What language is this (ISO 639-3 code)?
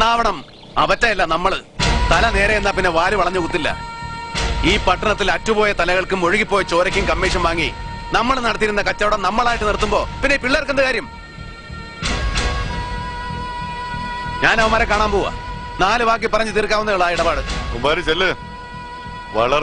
mal